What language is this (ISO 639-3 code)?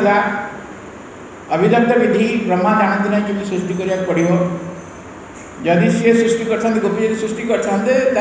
ori